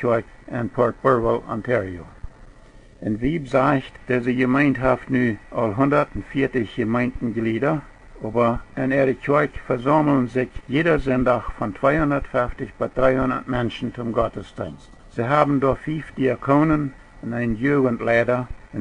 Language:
Plautdietsch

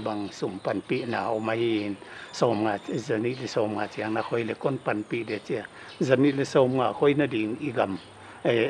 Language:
Paite Chin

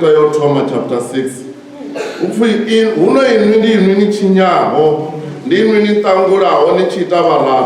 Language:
Venda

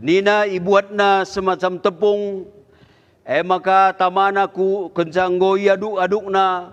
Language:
Batak Karo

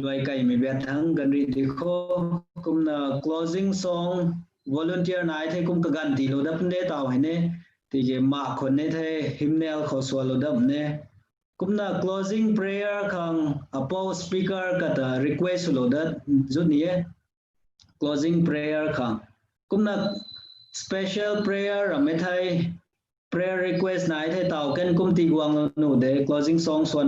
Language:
Rongmei Naga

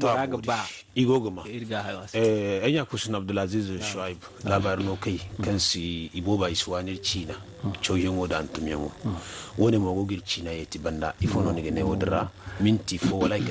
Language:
Zarma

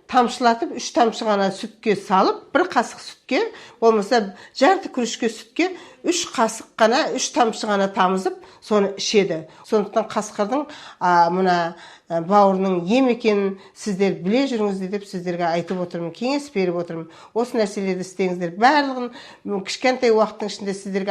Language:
Kazakh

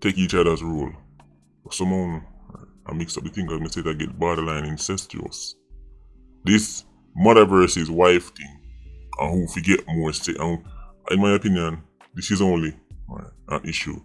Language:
Jamaican Creole English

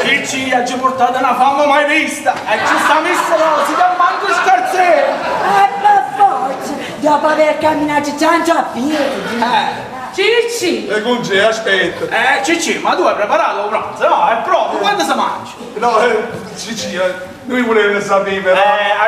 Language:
Neapolitan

